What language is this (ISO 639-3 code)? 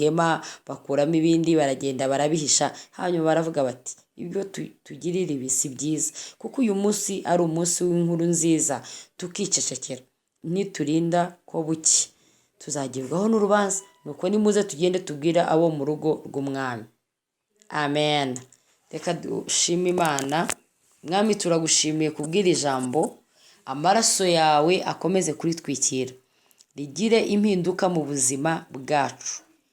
kin